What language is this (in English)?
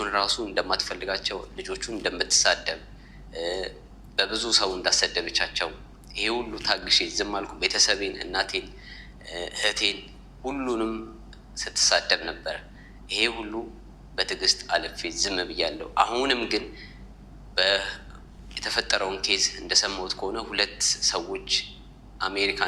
Amharic